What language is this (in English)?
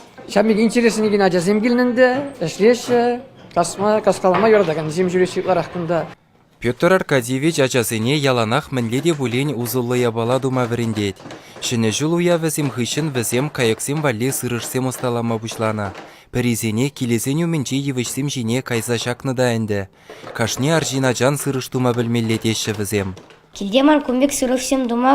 Chuvash